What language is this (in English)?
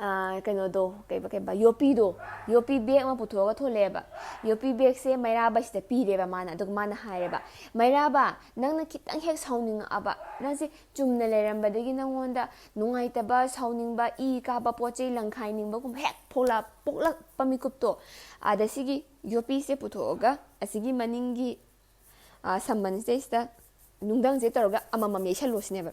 Manipuri